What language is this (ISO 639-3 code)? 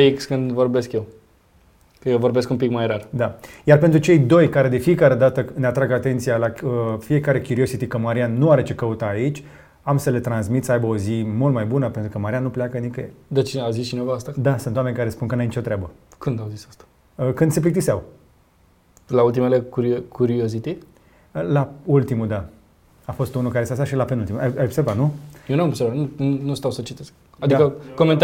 ron